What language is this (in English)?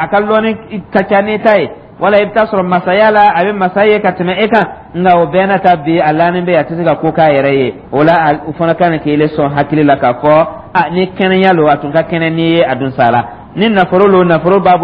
Dyula